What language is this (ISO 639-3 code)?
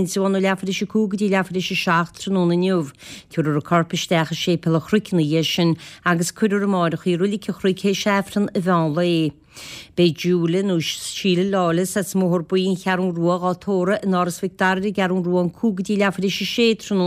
gle